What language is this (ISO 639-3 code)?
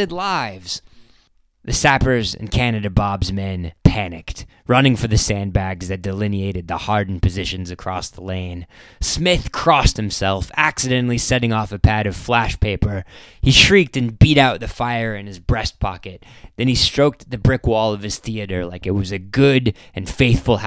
eng